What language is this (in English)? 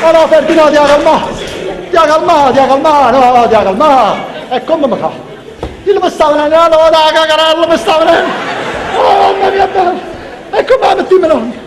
Neapolitan